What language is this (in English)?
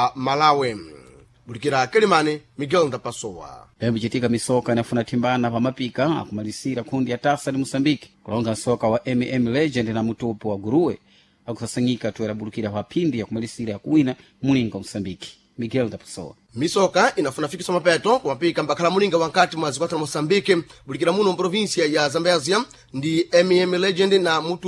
Sena